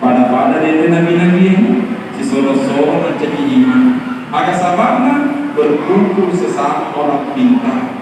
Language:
Buginese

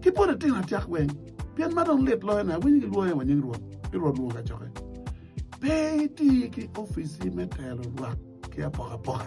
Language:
Acoli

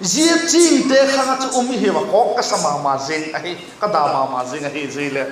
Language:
Vaiphei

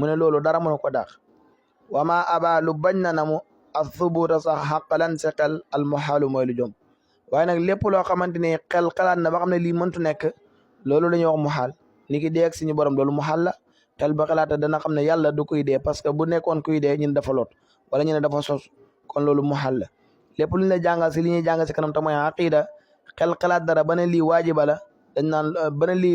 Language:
Wolof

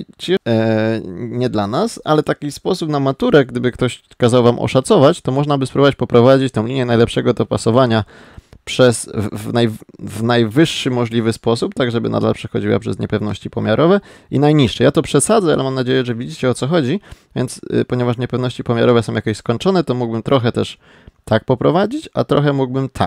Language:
Polish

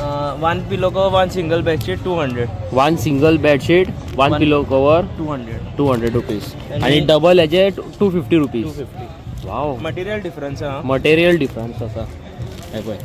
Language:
Konkani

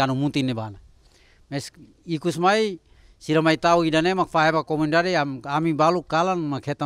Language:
Tetum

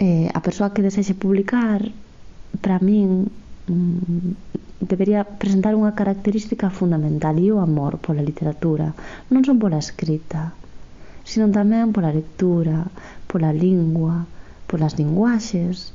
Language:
Galician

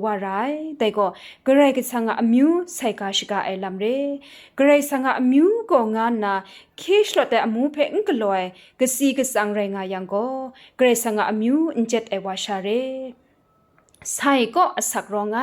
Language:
Kachin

